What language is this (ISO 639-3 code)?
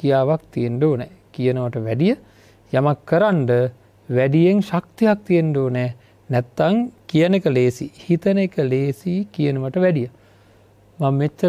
sin